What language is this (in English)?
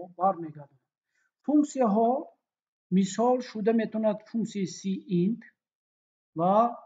Tajik